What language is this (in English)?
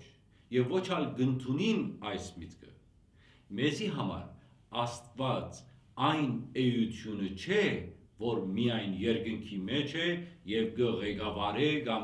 Western Armenian